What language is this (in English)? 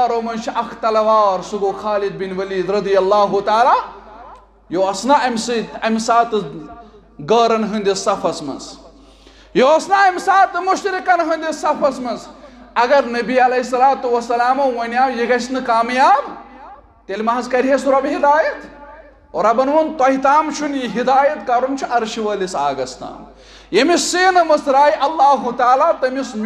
Kashmiri